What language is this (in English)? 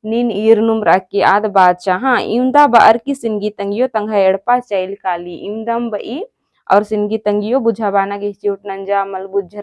Kurukh